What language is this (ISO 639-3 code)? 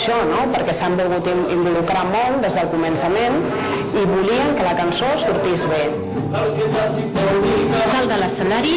cat